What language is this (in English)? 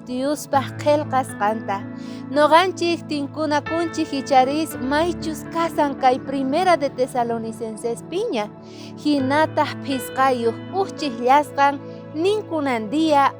South Bolivian Quechua